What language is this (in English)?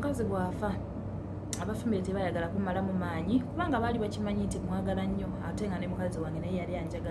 Ganda